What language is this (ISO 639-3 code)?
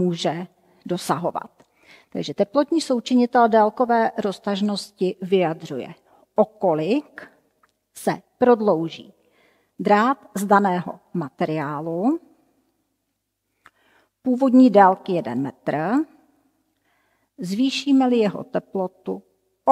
ces